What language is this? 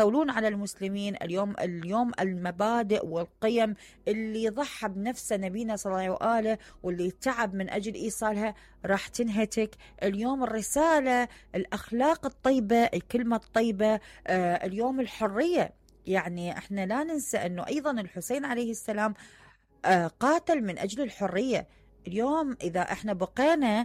Mesopotamian Arabic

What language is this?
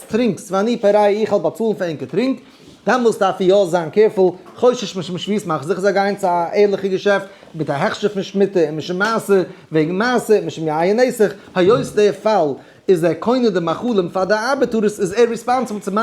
Yiddish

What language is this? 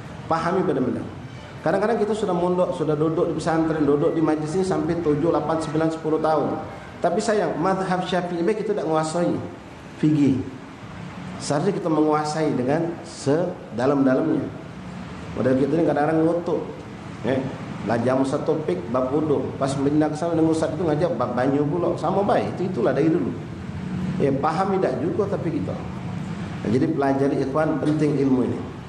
Musi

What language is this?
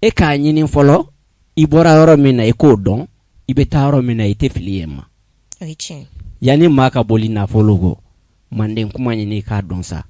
Bambara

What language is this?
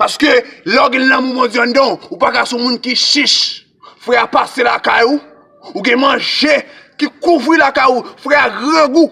Haitian Creole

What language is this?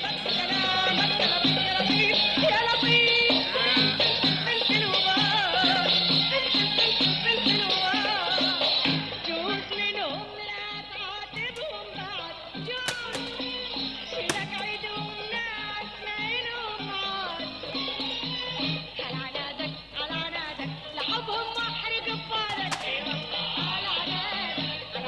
Mesopotamian Arabic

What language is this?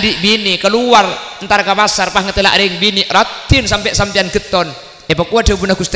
Madurese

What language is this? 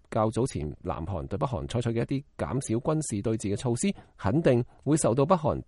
Cantonese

